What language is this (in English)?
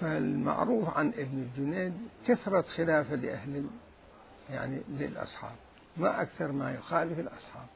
Mesopotamian Arabic